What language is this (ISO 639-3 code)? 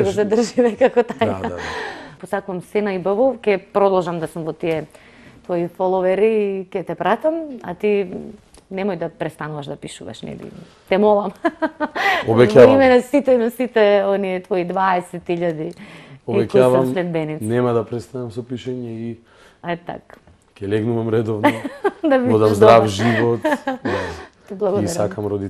mkd